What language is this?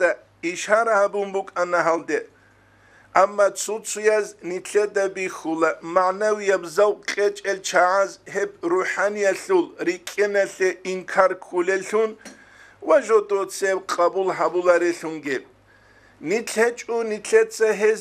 Avaric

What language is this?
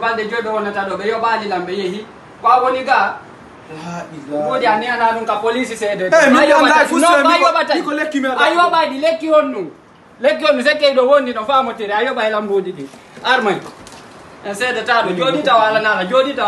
Fula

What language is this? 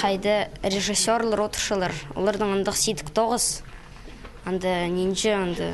Khakas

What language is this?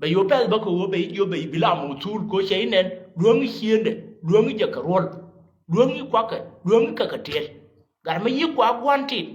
Nuer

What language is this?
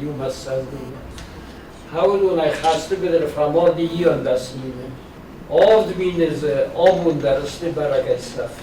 Ossetic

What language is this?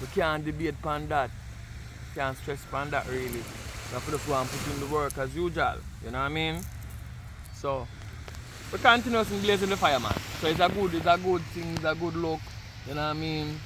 Jamaican Creole English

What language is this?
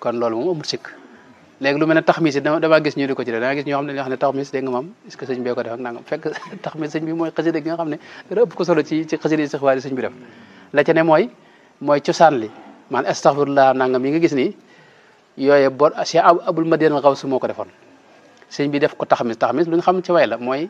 Wolof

